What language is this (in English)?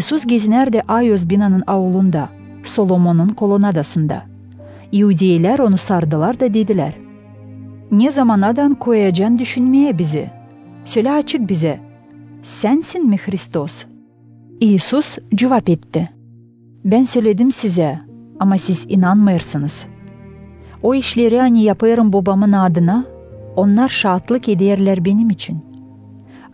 Gagauz